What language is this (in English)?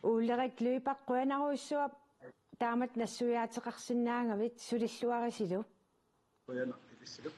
Kalaallisut